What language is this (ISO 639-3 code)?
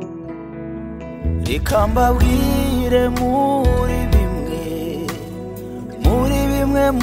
kin